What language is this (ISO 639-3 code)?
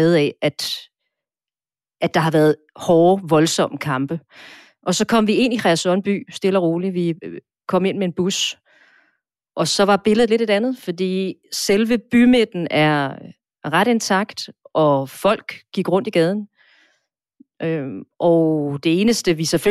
dan